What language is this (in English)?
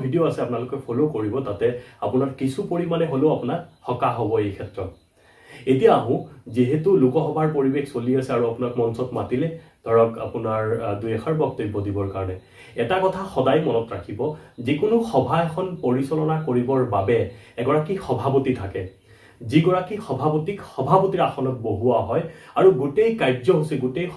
Assamese